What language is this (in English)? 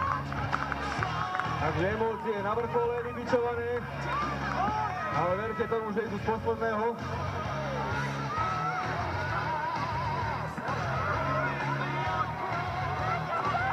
Slovak